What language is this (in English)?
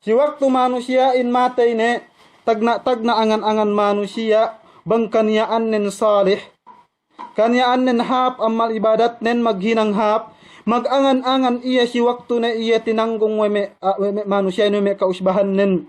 Yakan